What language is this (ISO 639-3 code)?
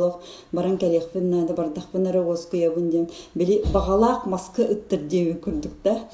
sah